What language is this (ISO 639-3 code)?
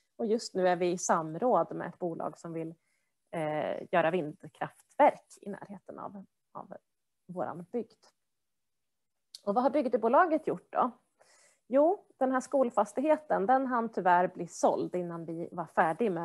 swe